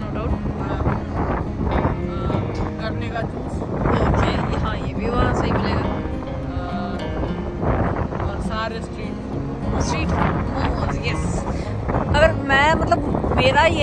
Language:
Hindi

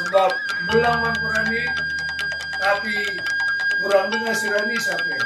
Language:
Batak Karo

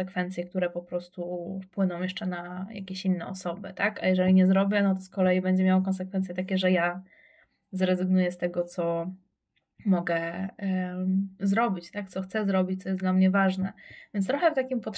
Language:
Polish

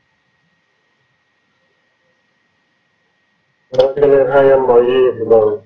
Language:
Vietnamese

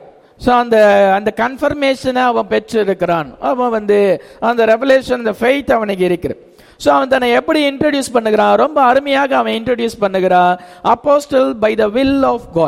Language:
Tamil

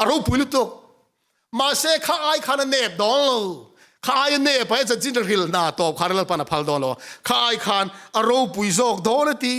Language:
Mizo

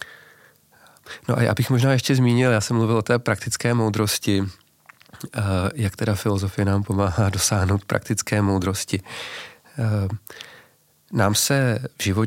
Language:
Czech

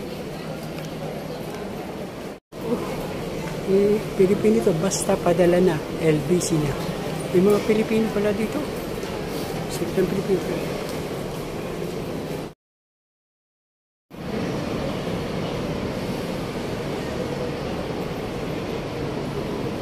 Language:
Filipino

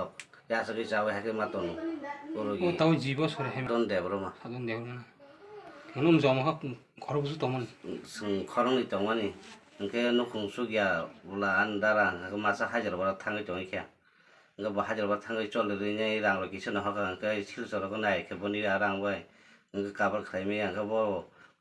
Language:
Kok Borok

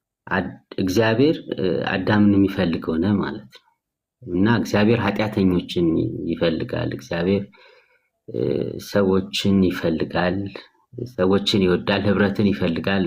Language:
Amharic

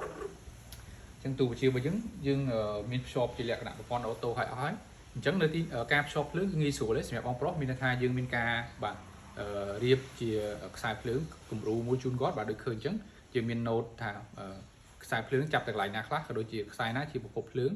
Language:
Khmer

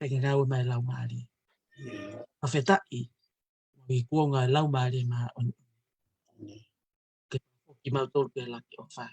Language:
Tongan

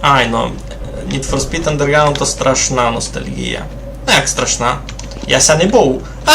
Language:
Rusyn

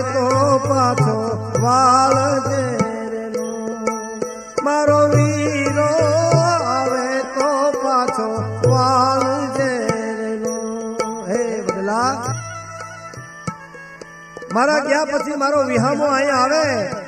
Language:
Gujarati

